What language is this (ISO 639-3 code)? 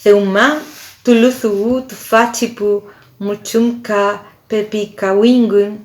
arn